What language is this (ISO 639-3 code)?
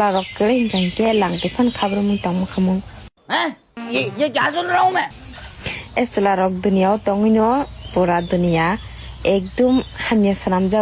trp